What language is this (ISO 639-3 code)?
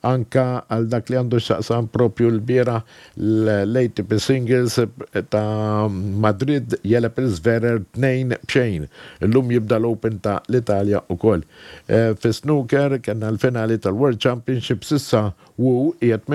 mlt